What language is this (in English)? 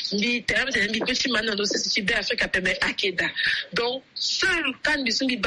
Sango